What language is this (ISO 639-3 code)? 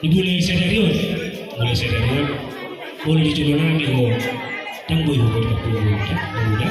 bbc